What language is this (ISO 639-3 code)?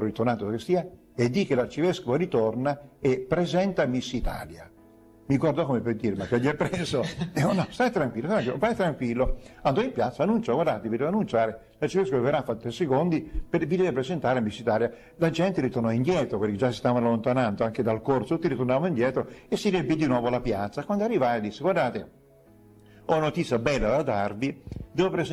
ita